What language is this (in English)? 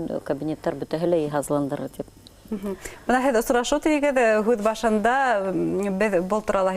Bashkir